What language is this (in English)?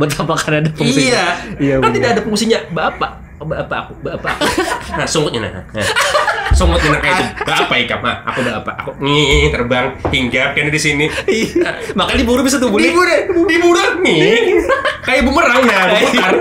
Banjar